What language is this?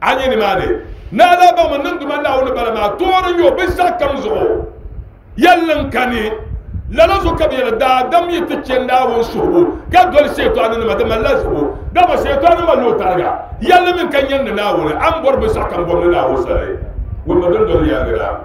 Dagbani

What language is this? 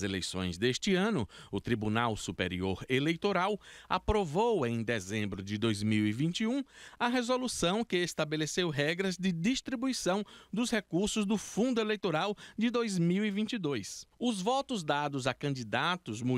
Portuguese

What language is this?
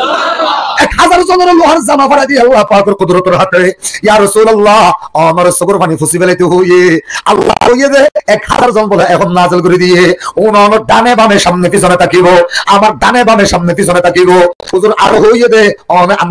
Rohingya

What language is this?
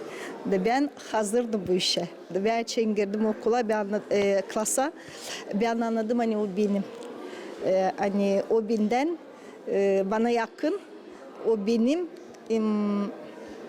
Gagauz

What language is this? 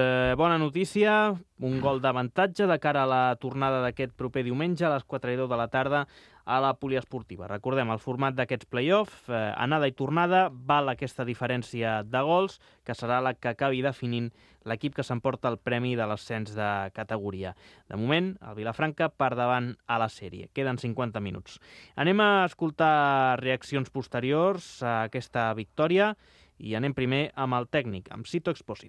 Catalan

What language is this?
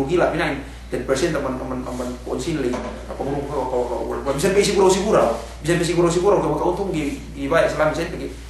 Yakan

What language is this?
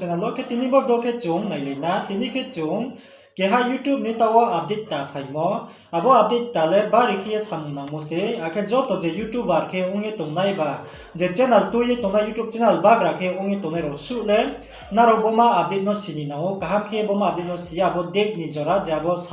Riang (India)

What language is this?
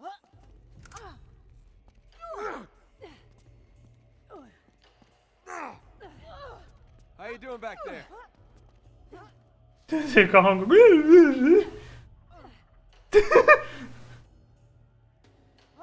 Hungarian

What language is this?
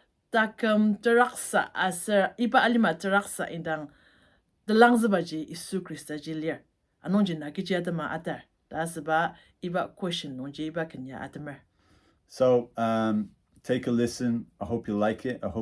Ao Naga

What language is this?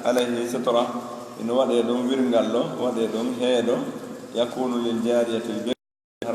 Pular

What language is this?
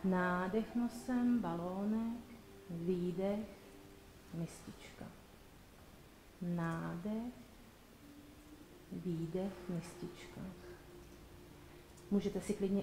Czech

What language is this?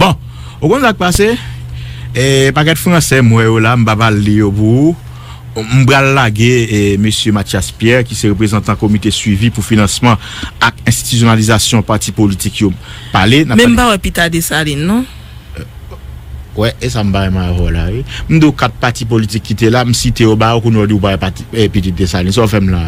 Haitian Creole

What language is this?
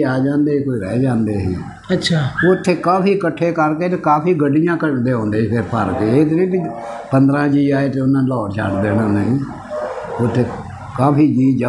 Punjabi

